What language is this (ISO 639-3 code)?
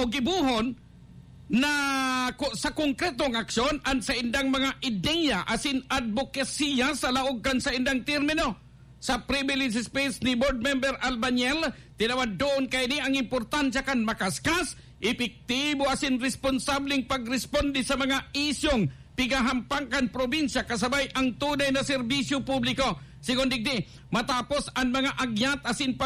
bik